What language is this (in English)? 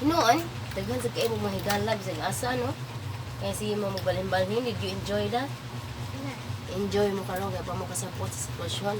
Cebuano